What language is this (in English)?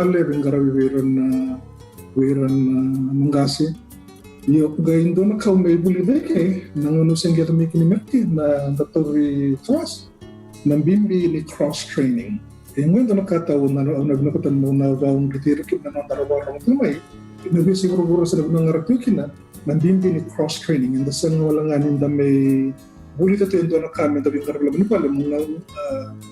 Fijian